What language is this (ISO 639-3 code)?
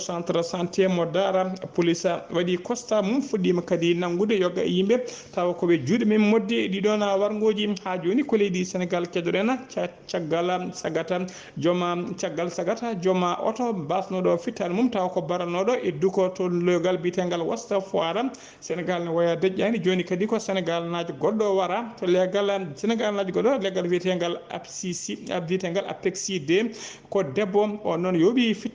ful